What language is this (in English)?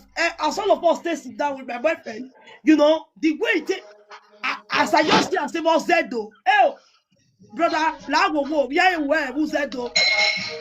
Nigerian Pidgin